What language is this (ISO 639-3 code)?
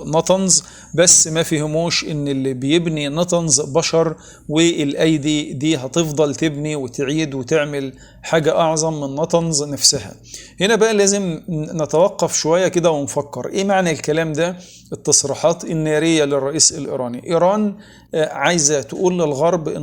arz